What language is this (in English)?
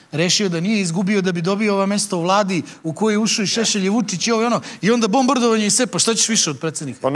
Serbian